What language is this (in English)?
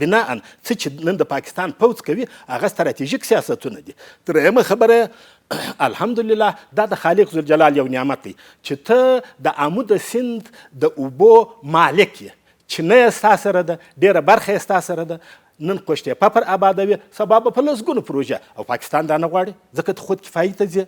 Pashto